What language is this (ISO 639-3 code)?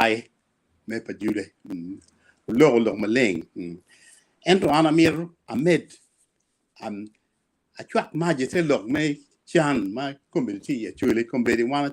ach